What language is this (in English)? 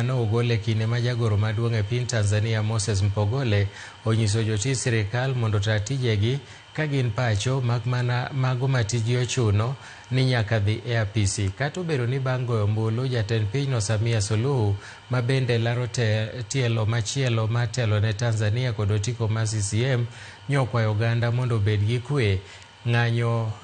Luo (Kenya and Tanzania)